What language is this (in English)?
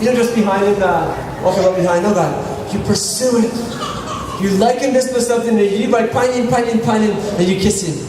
Tok Pisin